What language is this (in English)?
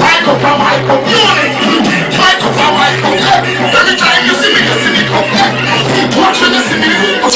Jamaican Creole English